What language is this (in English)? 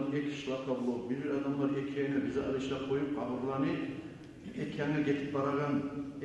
Kumyk